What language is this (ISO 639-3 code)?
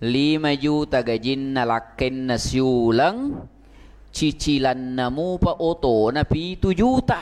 bug